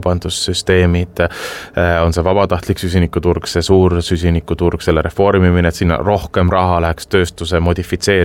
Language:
Estonian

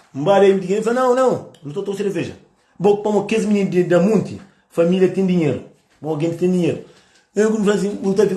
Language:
Kabuverdianu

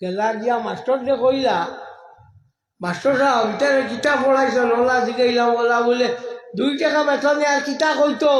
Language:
Sylheti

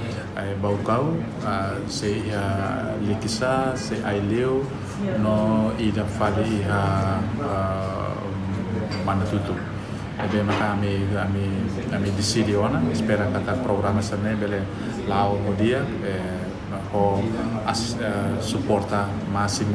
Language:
Tetum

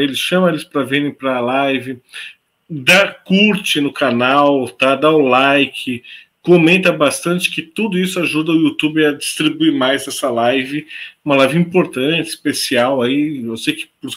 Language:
Portuguese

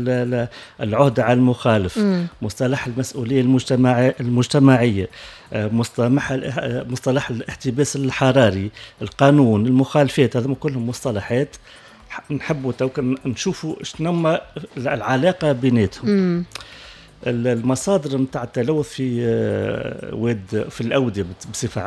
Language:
Tunisian Arabic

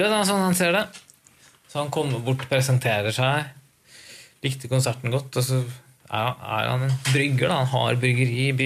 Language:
Norwegian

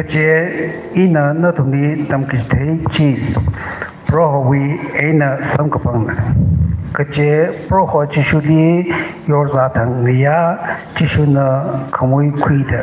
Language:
Tangkhul Naga (India)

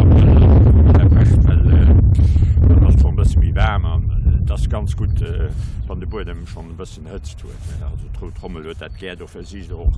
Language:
Luxembourgish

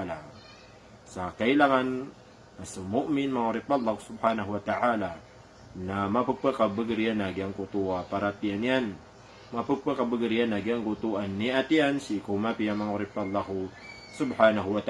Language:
Maranao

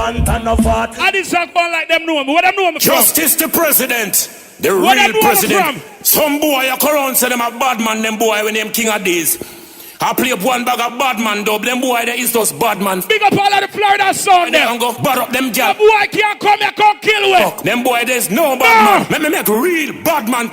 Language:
Jamaican Creole English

